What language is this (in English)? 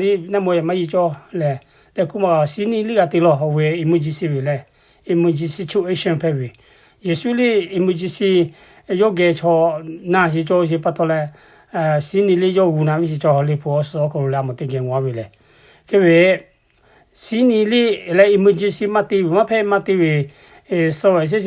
Lahu